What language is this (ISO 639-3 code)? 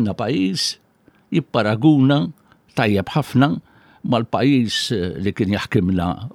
mlt